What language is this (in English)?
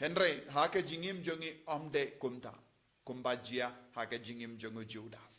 Khasi